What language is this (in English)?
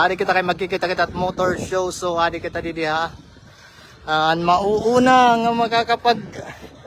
Waray